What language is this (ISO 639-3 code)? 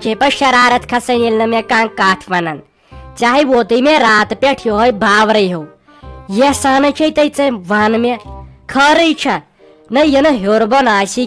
kas